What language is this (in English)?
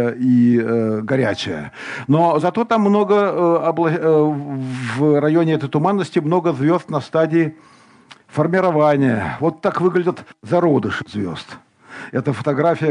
Russian